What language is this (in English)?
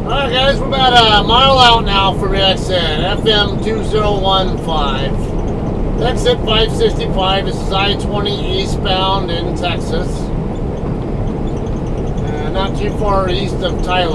English